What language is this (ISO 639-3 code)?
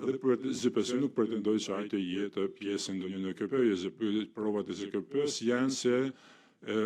sqi